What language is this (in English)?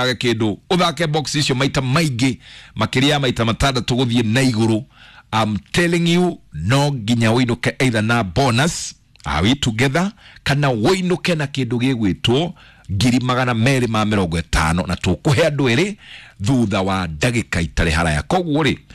Kikuyu